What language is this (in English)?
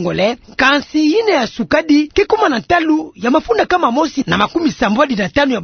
Kituba (Democratic Republic of Congo)